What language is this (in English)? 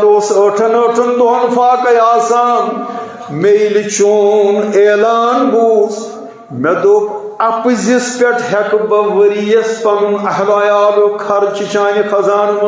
Kashmiri